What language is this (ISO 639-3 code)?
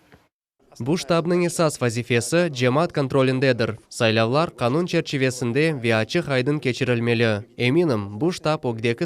crh